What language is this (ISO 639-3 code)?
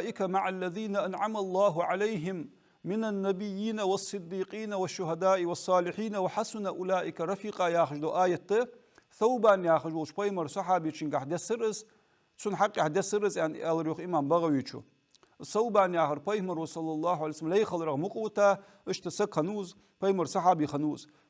inh